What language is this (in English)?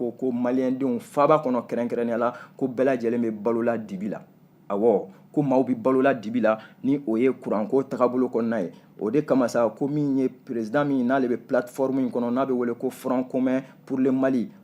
Bambara